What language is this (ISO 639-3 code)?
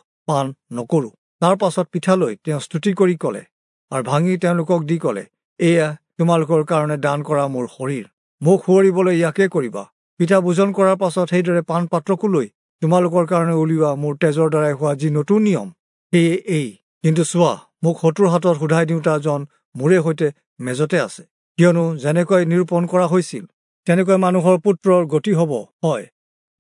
asm